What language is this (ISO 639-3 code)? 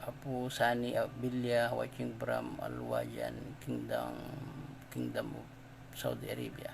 ilo